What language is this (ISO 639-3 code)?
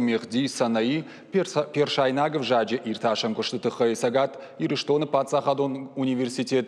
oss